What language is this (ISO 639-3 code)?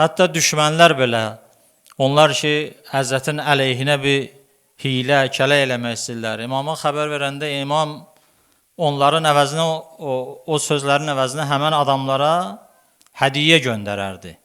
aze